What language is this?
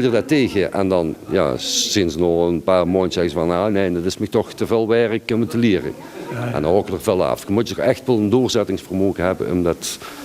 Limburgish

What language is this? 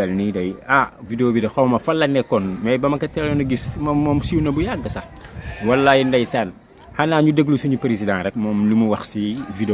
Wolof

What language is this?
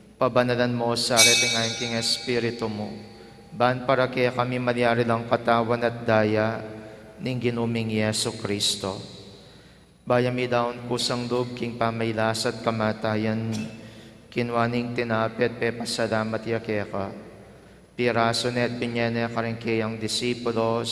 Pampanga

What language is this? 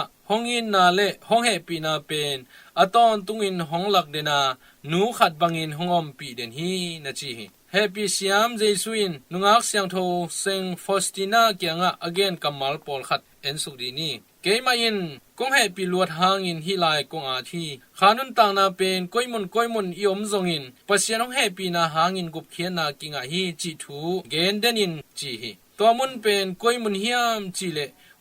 Tedim Chin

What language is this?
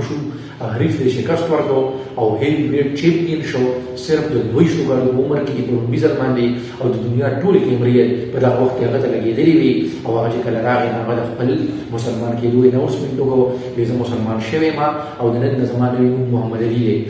Pashto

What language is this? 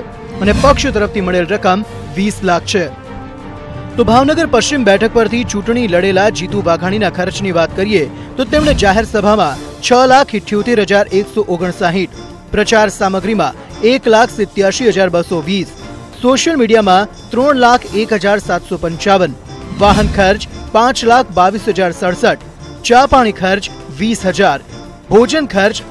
Gujarati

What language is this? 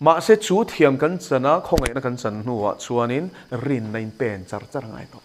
Mizo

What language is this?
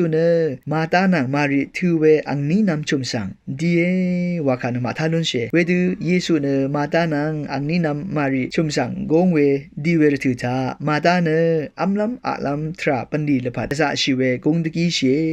Rawang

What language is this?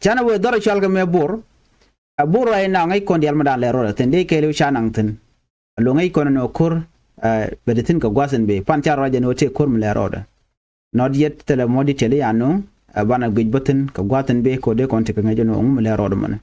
Nuer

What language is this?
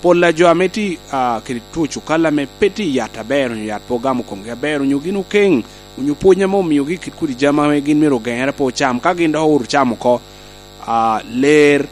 Lango (Uganda)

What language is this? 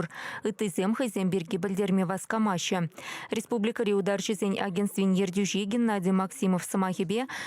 Chuvash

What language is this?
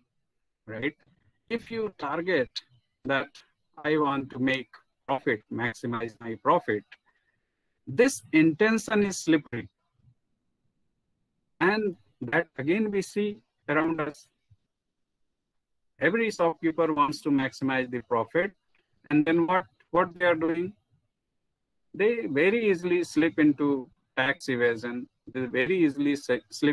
English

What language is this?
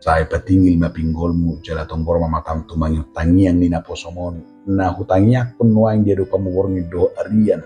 Batak Toba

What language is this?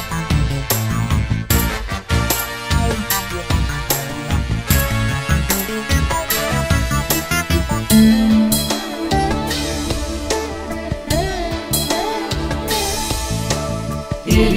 Malayalam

